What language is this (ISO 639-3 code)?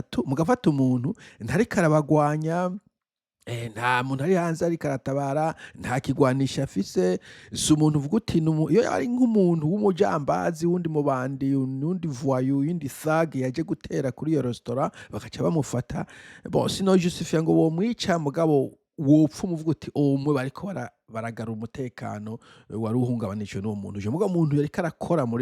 run